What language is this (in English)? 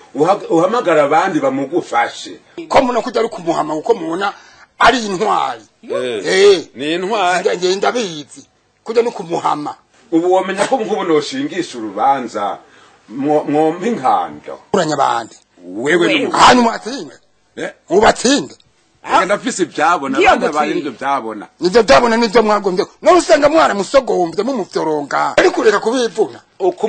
Rundi